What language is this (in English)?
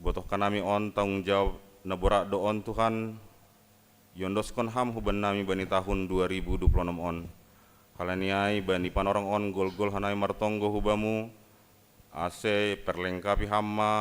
Batak Simalungun